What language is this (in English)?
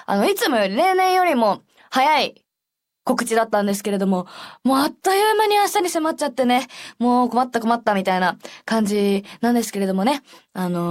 Japanese